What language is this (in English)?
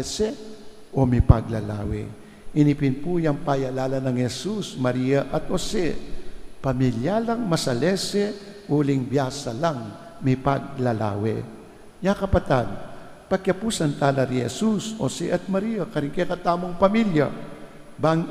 Pampanga